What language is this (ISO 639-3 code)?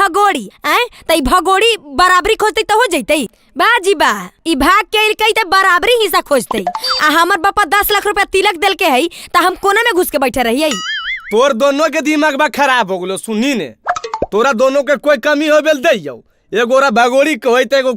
mag